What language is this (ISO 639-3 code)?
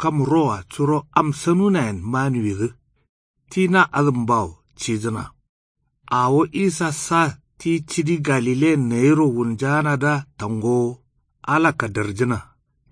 kau